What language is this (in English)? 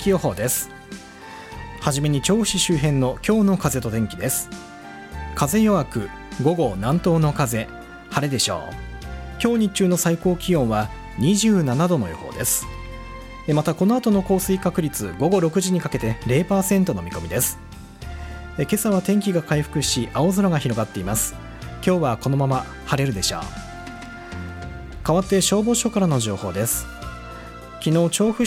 Japanese